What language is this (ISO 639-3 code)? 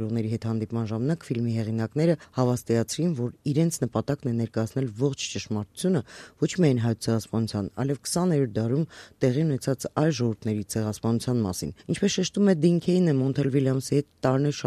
hye